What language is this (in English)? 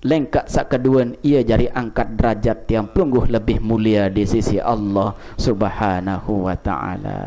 Sasak